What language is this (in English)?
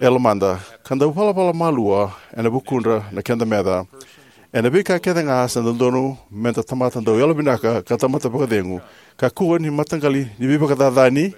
Fijian